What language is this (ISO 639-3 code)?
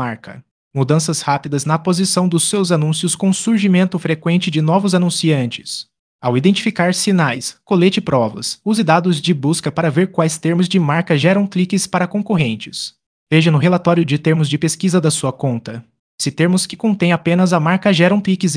por